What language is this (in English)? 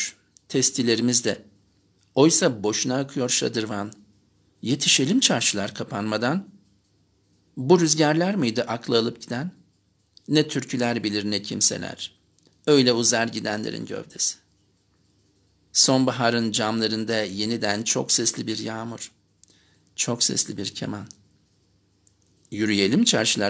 Turkish